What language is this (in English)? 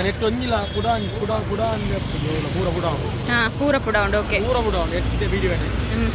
Tulu